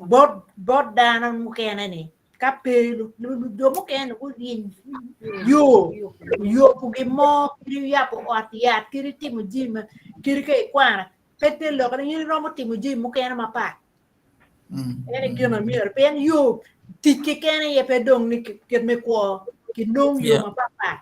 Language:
Acoli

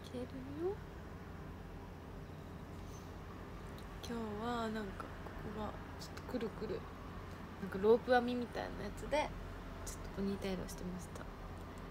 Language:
Japanese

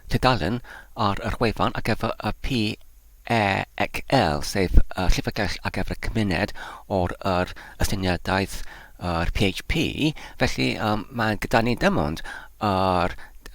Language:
Welsh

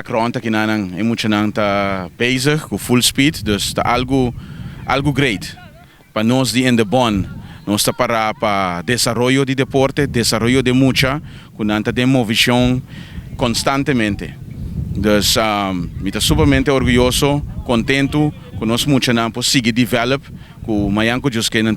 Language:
Papiamento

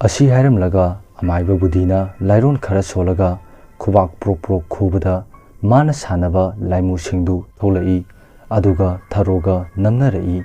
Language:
Manipuri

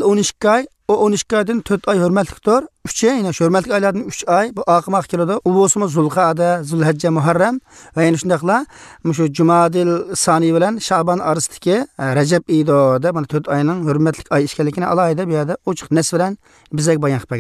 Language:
Uzbek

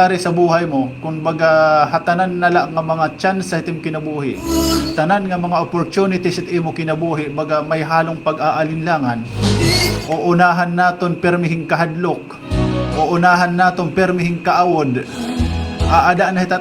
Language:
Waray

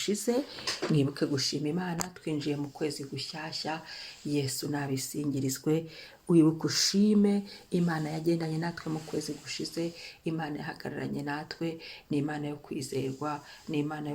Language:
Kinyarwanda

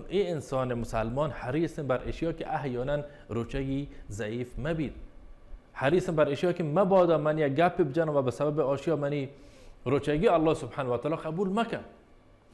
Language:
Baluchi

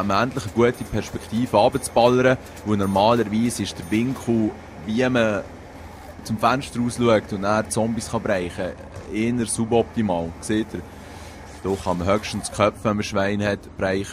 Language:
Swiss German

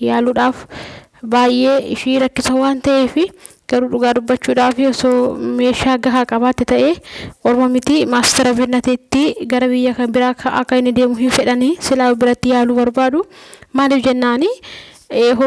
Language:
Oromo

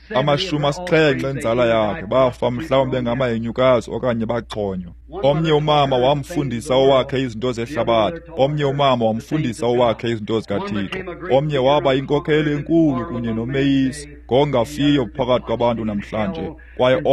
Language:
Xhosa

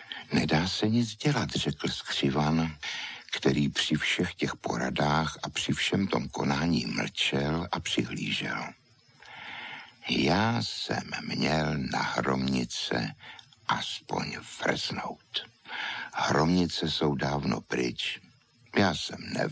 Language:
Czech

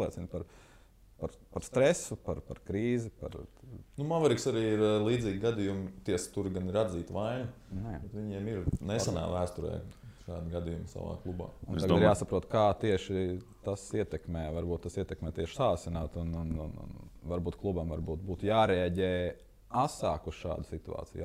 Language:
Latvian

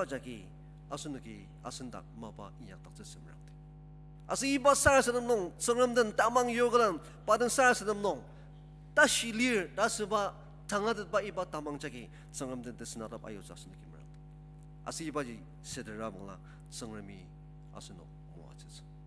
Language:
Ao Naga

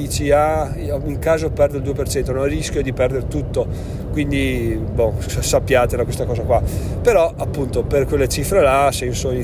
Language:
Italian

